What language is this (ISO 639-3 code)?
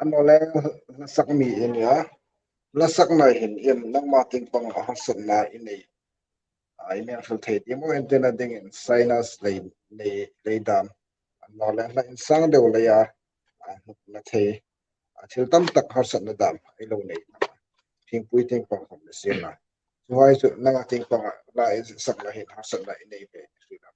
hmr